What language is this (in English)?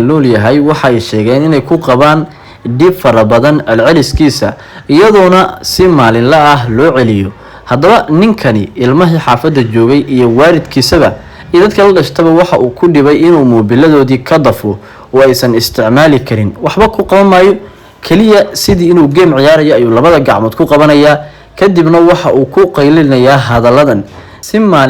Somali